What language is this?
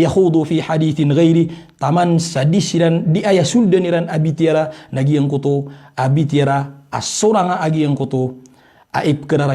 Maranao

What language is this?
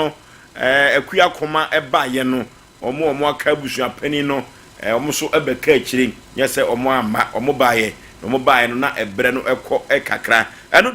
Akan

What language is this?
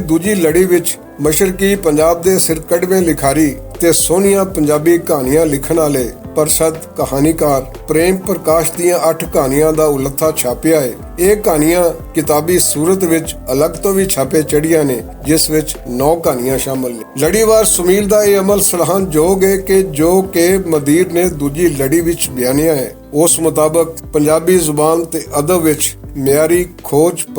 Western Panjabi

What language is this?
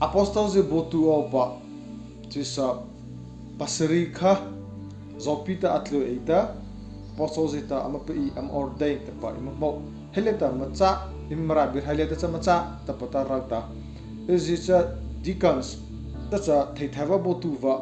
Mara Chin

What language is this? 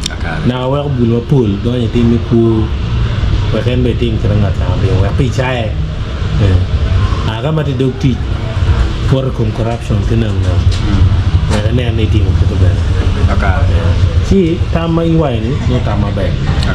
Acoli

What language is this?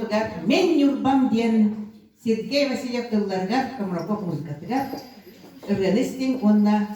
Yakut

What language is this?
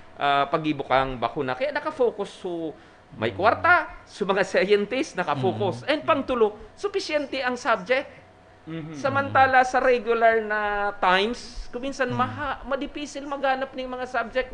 Bikol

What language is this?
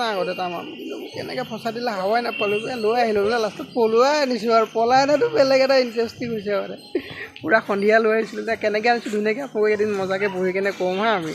Assamese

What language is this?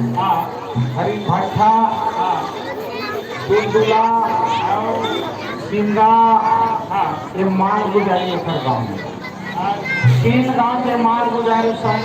Chhattisgarhi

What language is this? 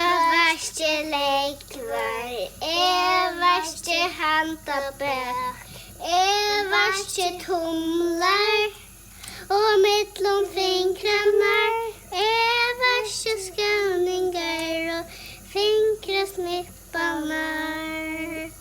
Faroese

